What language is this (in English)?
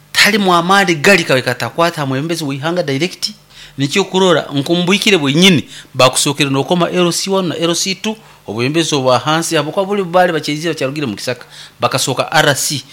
Nyoro